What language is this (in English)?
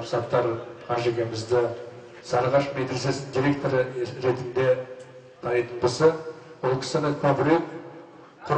Kazakh